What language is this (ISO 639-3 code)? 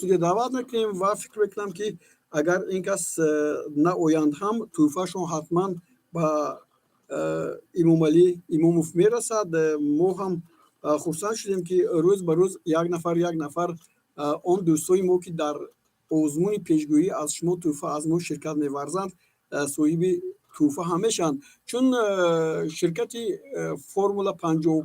tgk